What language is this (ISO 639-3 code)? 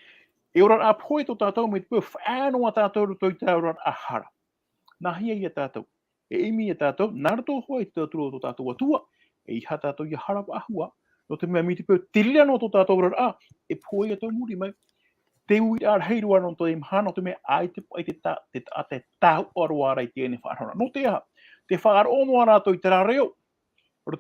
tah